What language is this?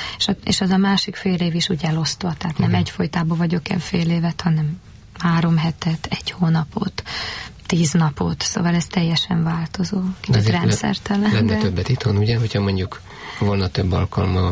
Hungarian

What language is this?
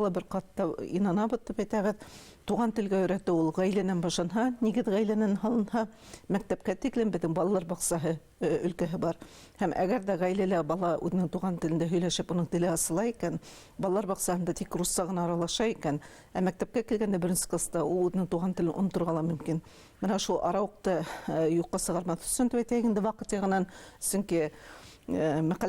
Bashkir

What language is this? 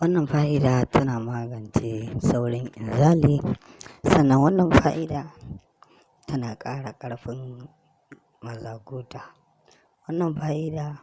Hausa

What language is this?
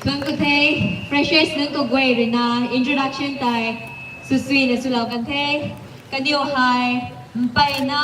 Rongmei Naga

